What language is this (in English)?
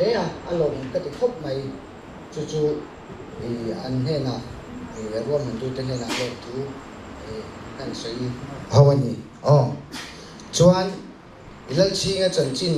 Mizo